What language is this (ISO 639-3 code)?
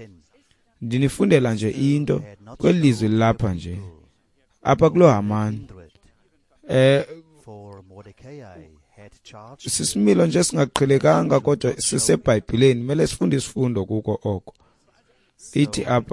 xho